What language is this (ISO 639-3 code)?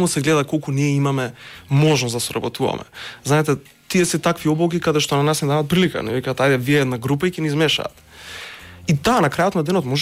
mkd